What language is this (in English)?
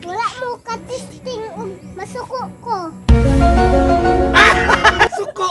Cebuano